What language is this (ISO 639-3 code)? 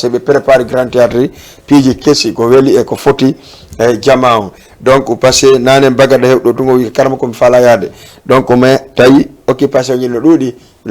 ful